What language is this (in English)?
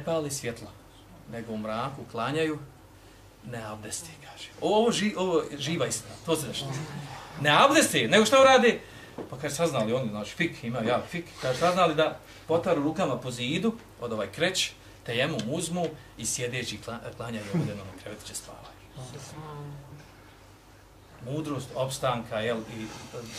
Bosnian